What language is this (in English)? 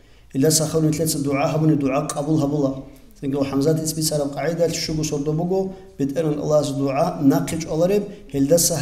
Avaric